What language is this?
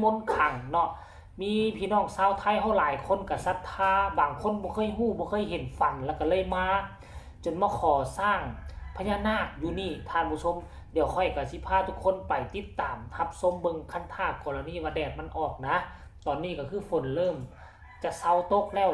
Northeastern Thai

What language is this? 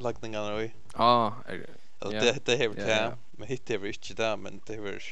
Faroese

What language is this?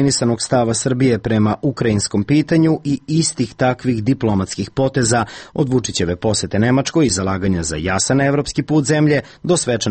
Serbian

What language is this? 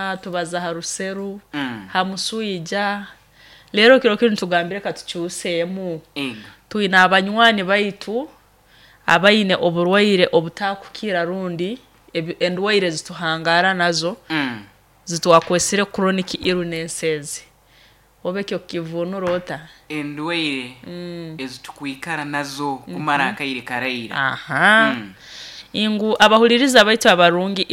Nyoro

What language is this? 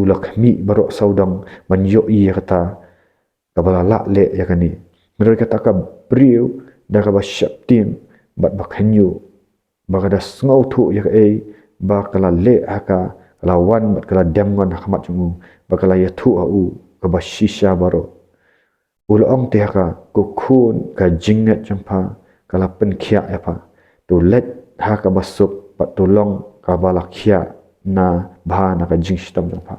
Khasi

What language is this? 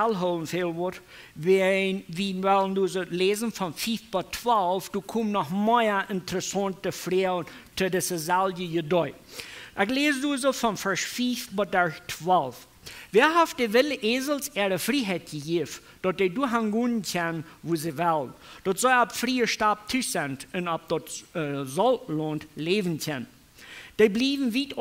Plautdietsch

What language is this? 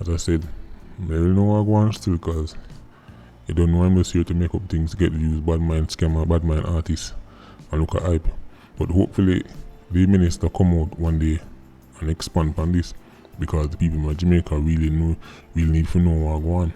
Jamaican Creole English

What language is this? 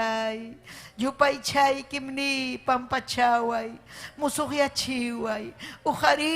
Ayacucho Quechua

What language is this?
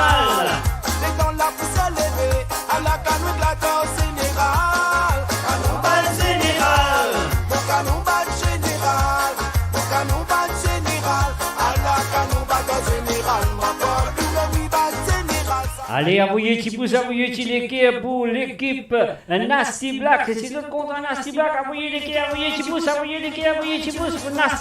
Morisyen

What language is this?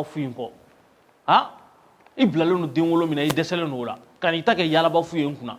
Bambara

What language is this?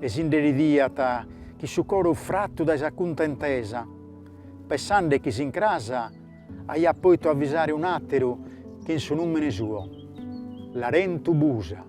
Sardinian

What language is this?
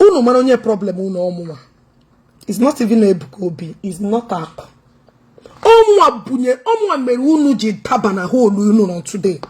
Igbo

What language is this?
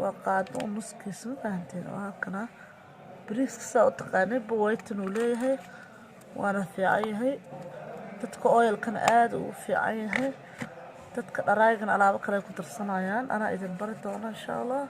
Somali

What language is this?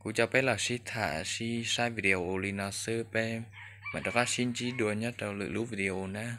Hmong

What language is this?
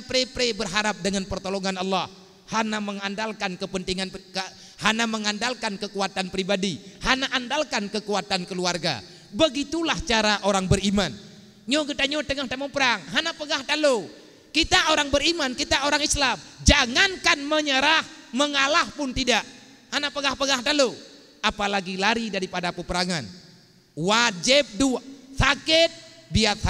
Achinese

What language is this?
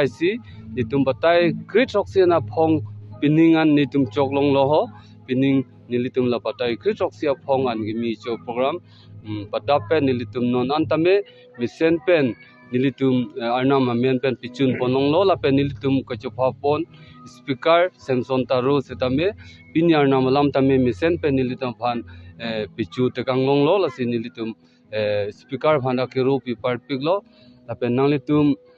Karbi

